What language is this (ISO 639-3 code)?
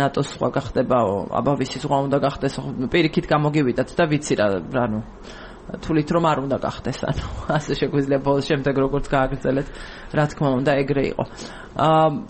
kat